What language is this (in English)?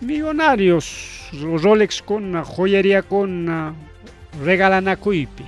Ayacucho Quechua